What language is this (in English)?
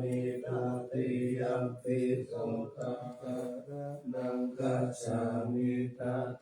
Pali